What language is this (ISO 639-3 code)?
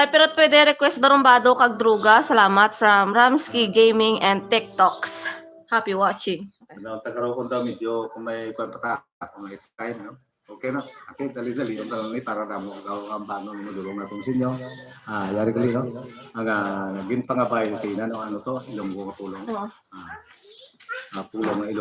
hil